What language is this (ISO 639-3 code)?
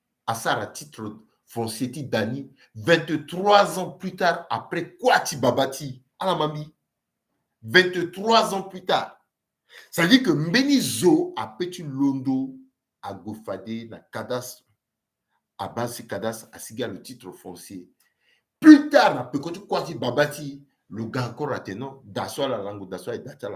sag